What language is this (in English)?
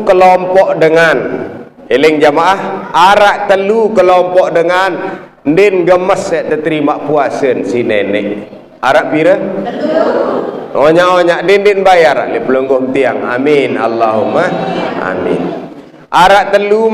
Sasak